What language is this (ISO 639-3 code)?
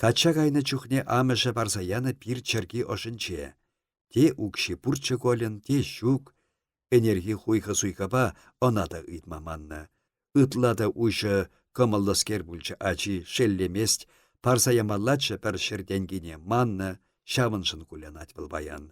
chv